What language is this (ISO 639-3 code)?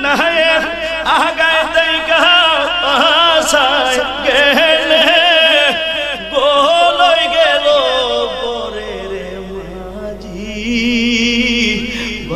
ben